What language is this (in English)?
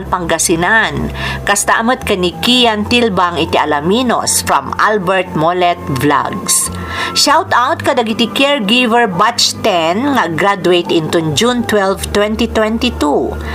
Iloko